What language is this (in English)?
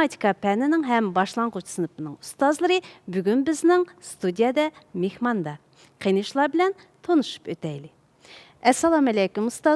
Uyghur